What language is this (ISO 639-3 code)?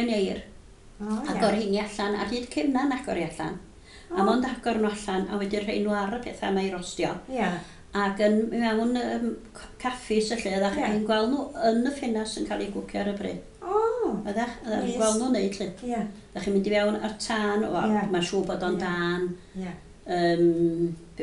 cym